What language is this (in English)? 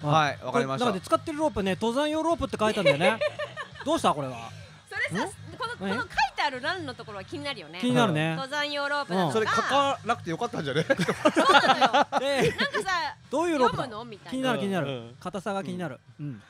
Japanese